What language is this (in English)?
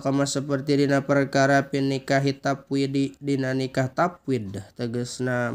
Sundanese